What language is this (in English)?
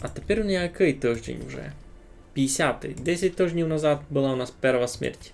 Rusyn